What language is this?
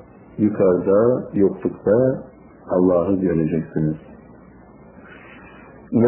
Turkish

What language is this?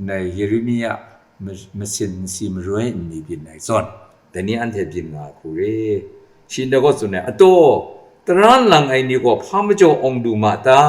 Kachin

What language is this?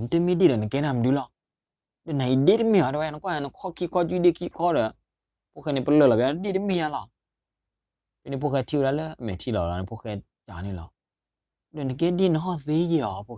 S'gaw Karen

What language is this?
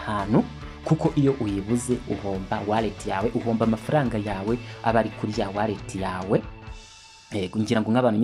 Kinyarwanda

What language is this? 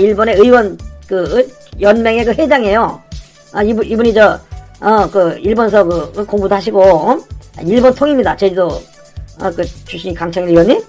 Korean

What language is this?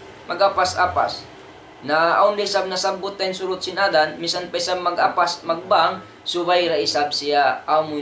Tausug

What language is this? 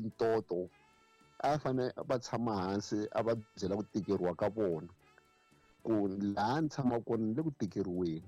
Tsonga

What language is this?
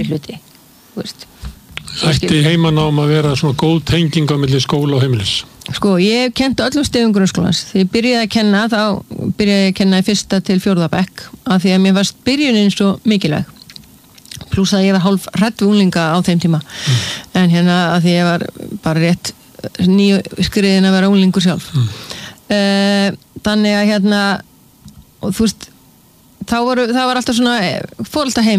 Icelandic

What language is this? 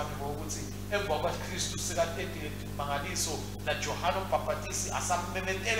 Swati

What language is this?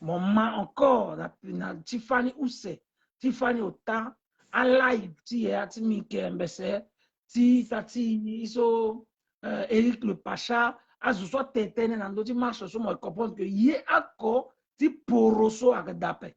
Sango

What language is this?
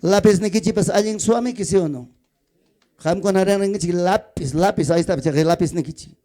Ayacucho Quechua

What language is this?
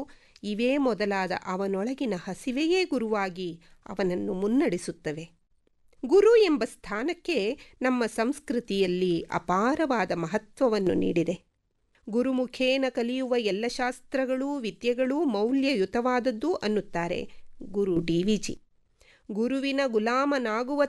Kannada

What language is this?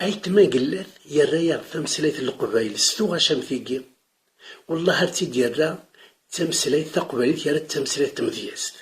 Kabyle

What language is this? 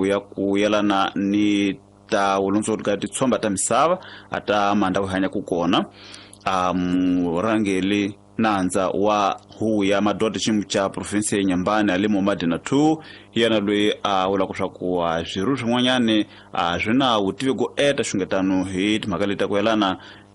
Tsonga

